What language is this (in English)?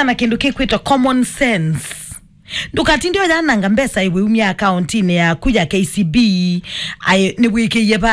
Kamba